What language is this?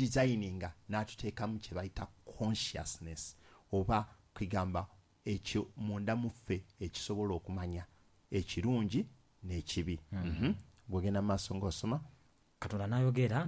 Ganda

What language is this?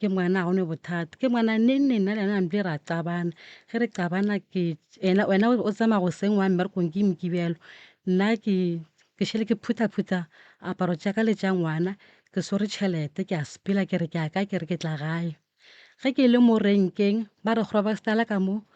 Northern Sotho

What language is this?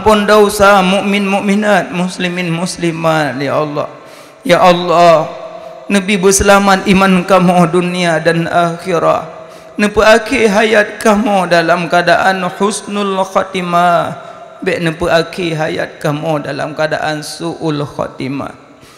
Achinese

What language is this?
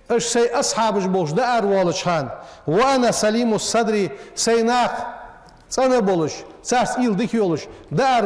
Ingush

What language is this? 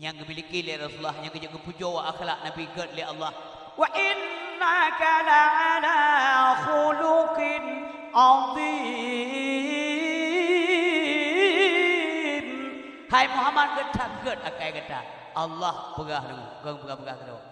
Achinese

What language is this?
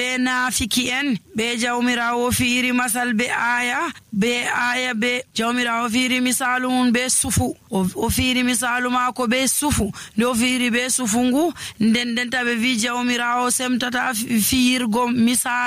Nigerian Fulfulde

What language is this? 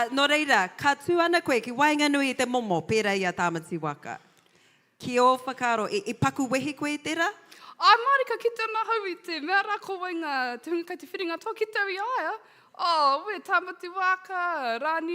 Māori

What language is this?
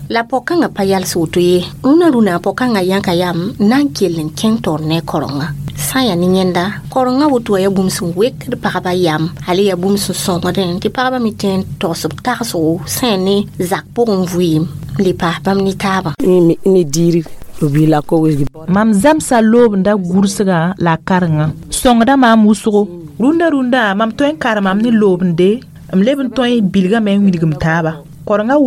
Mossi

